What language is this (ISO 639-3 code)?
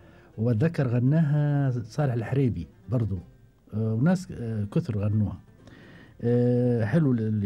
afb